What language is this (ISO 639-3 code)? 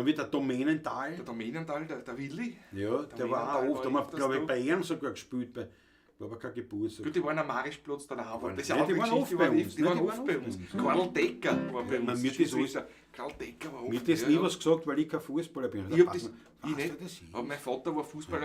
bar